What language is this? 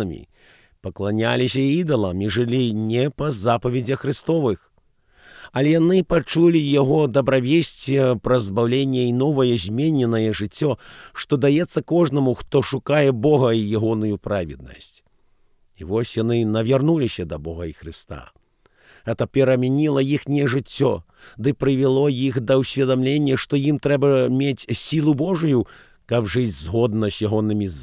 Belarusian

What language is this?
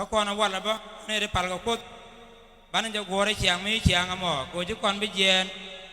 Nuer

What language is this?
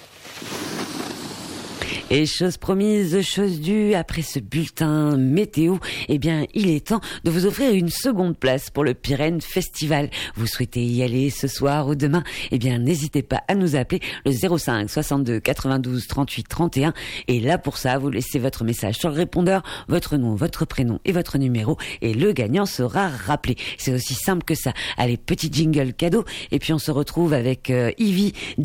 French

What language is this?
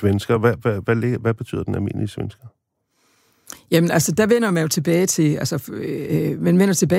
Danish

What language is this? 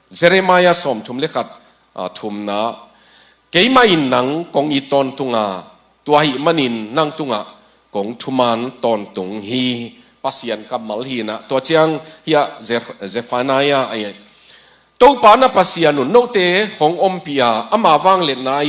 Tedim Chin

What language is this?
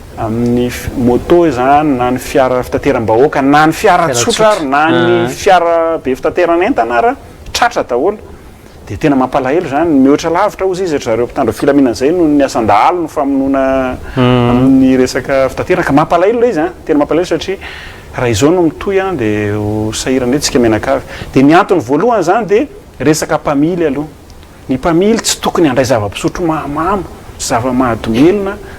Malagasy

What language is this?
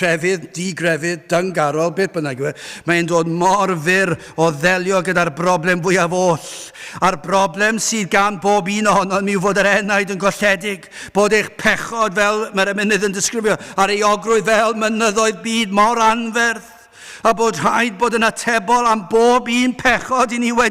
Welsh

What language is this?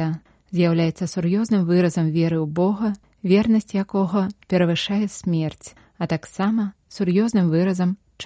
Belarusian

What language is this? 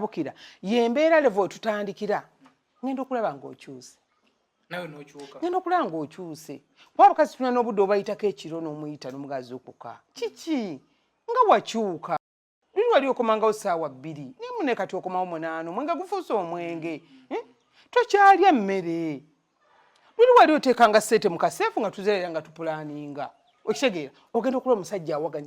Ganda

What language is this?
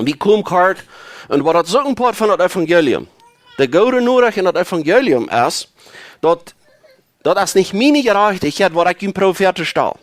Plautdietsch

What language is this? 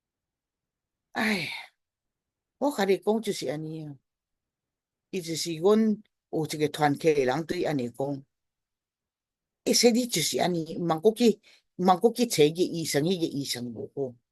Min Nan Chinese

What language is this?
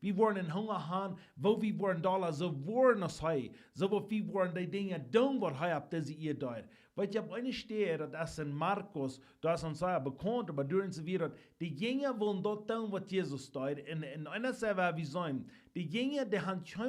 Plautdietsch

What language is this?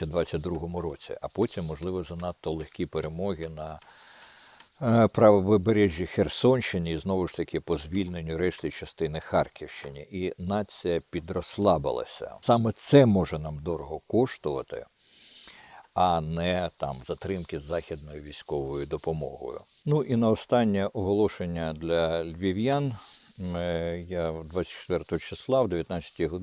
Ukrainian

